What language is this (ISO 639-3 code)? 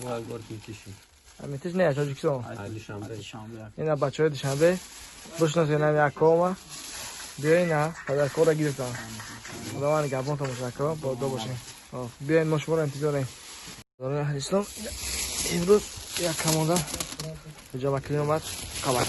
tgk